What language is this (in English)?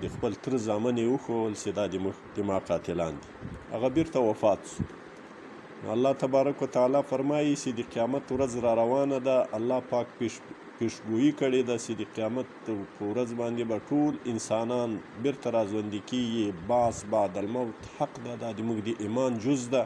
Pashto